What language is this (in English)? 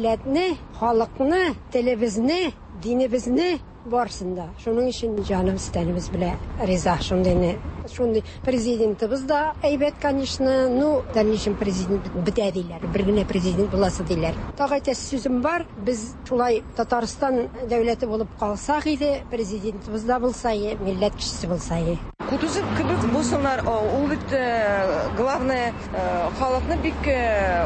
Tatar